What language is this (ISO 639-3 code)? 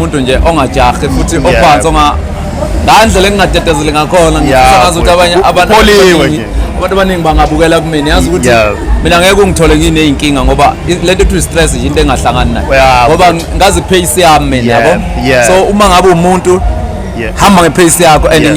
zul